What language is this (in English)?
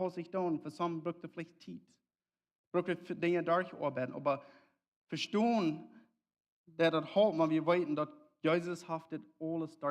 Plautdietsch